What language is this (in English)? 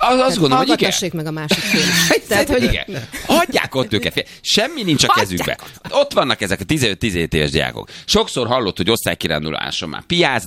Hungarian